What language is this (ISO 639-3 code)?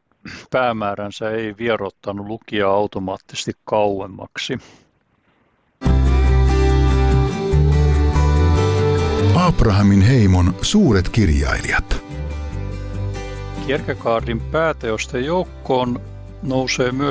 fin